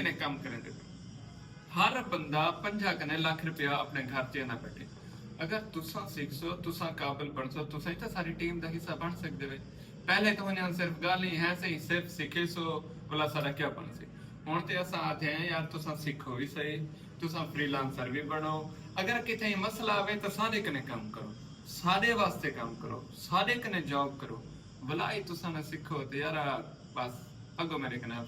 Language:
Saraiki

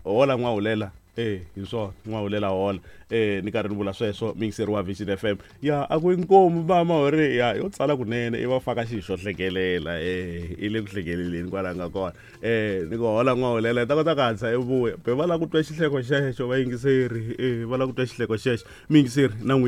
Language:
Tsonga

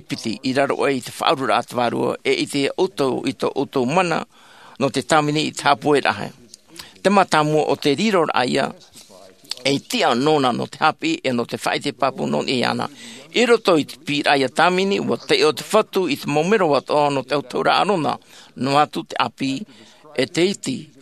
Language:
Tahitian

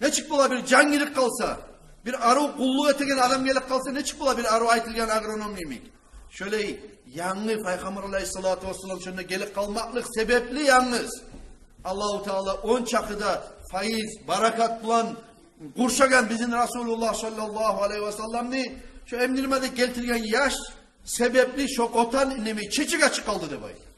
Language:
Kumyk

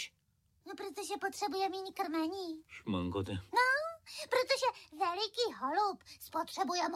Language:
Czech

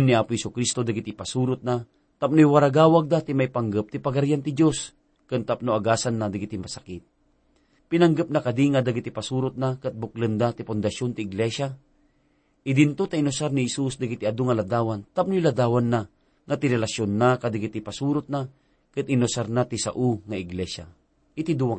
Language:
Iloko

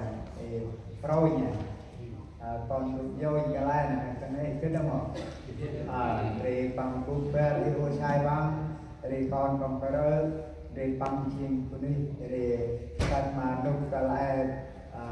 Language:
Central Mnong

